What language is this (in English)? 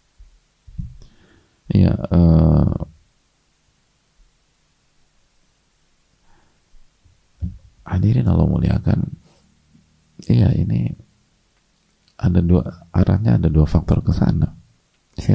Indonesian